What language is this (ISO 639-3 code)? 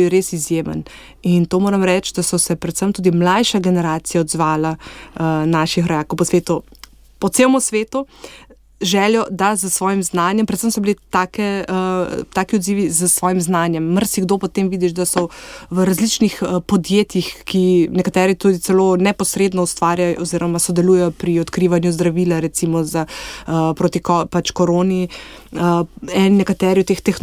slv